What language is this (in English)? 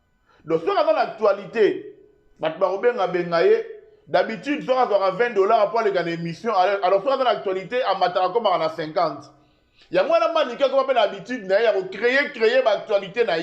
Lingala